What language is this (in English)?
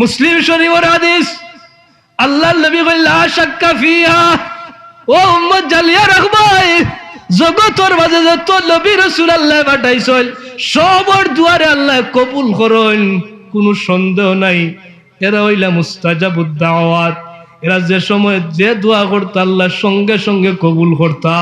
Sylheti